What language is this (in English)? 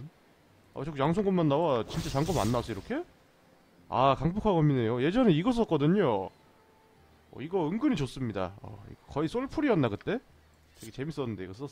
Korean